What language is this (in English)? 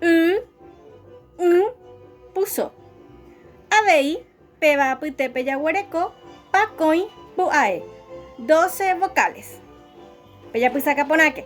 Guarani